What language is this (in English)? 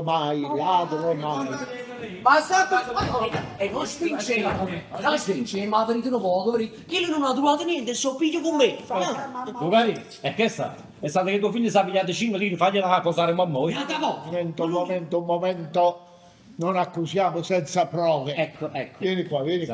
Neapolitan